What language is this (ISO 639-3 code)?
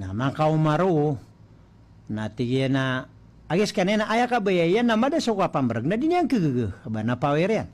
mrw